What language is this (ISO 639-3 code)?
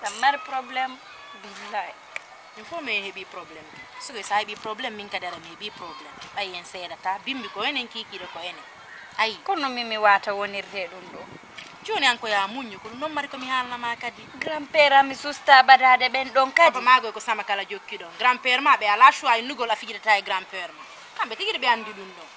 ful